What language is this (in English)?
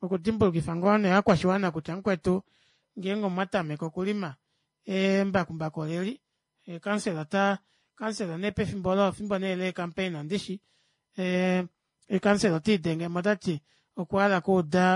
Kuanyama